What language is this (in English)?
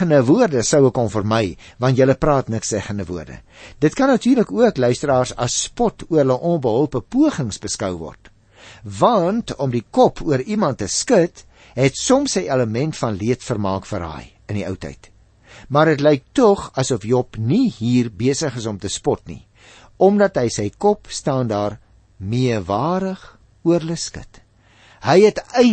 Afrikaans